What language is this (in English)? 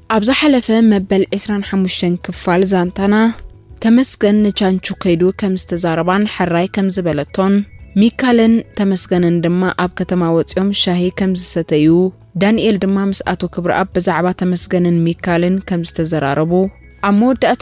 Tigrinya